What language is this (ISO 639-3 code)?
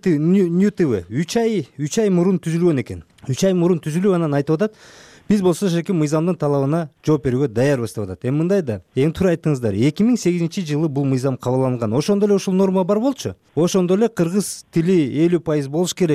kir